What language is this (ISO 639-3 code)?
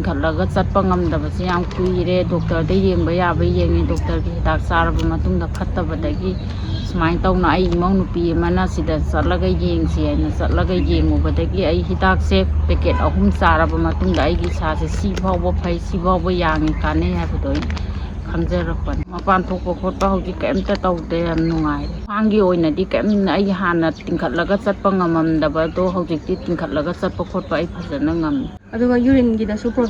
mni